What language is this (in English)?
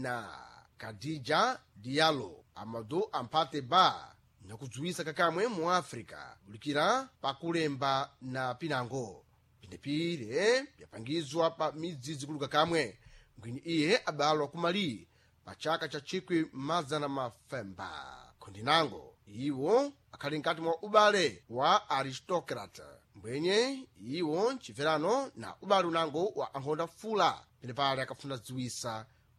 Sena